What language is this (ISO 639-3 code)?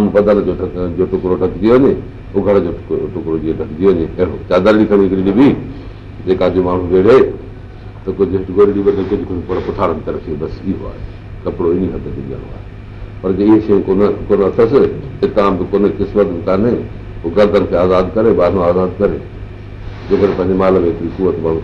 snd